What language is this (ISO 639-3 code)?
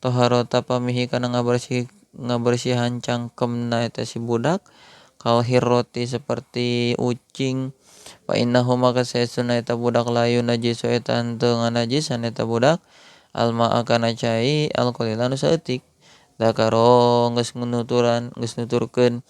sun